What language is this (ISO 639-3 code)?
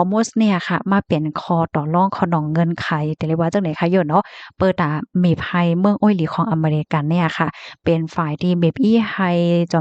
shn